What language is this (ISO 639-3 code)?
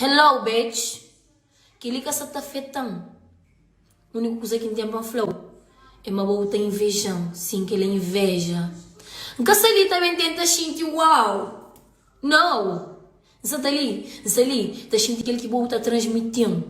kea